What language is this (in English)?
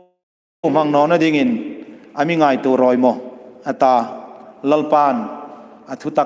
Hmar